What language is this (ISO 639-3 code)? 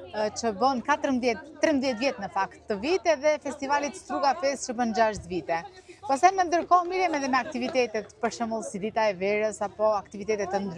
sqi